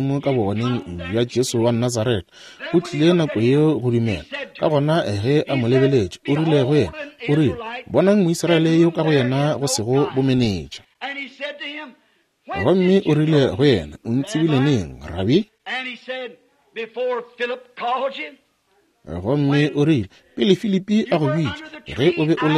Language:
Northern Sotho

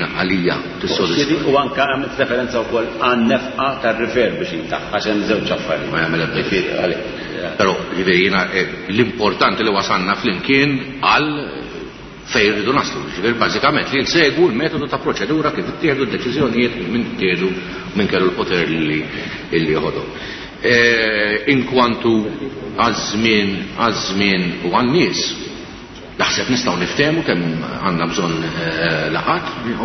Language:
Maltese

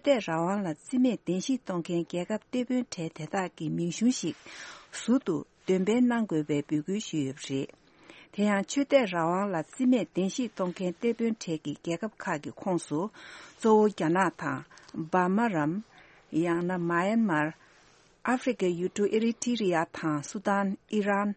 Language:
Tibetan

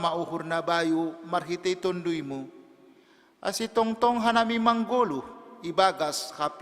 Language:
Batak Simalungun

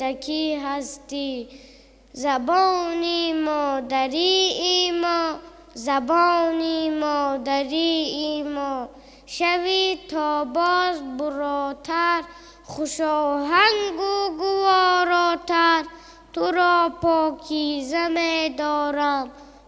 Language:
Tajik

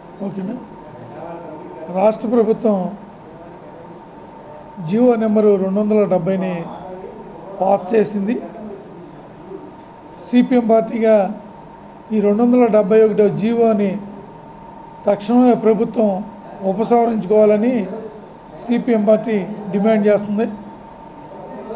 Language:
Telugu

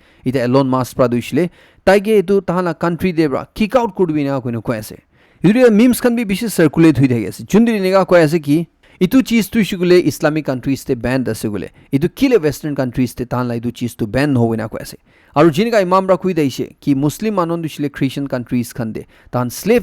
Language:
Naga Pidgin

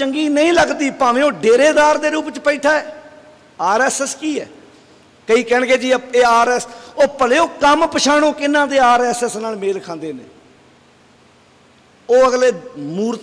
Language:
Punjabi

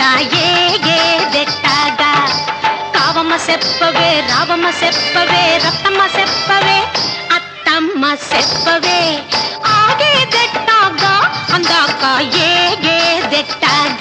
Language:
Telugu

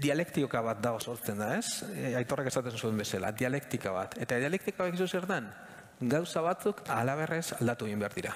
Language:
Basque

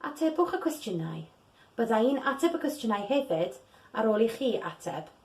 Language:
Welsh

